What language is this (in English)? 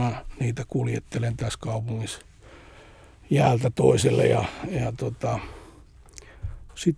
Finnish